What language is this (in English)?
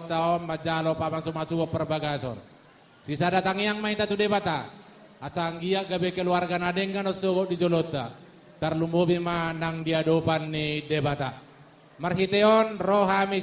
Batak Toba